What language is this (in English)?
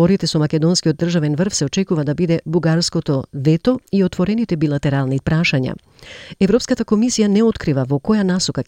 Macedonian